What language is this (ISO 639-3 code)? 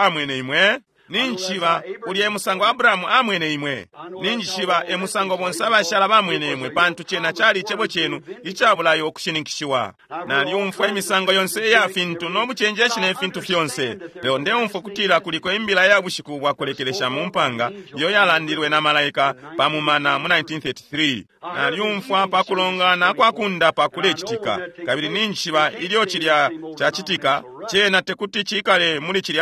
bem